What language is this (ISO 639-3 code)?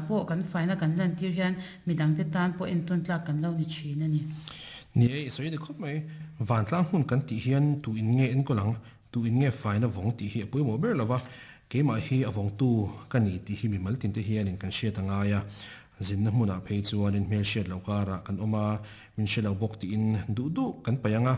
lus